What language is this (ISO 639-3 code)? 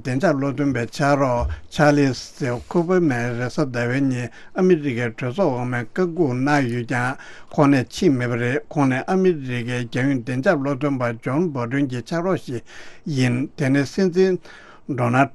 bod